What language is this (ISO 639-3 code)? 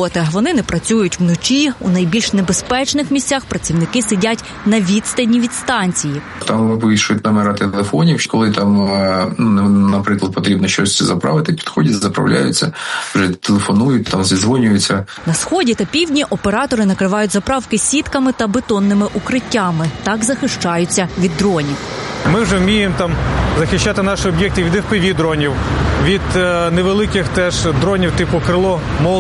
ukr